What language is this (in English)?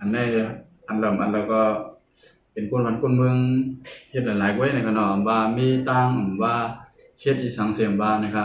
Shan